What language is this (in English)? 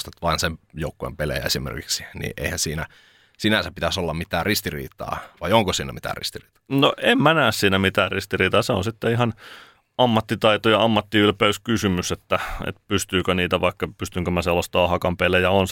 Finnish